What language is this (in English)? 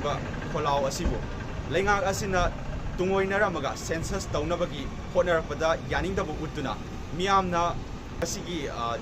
Manipuri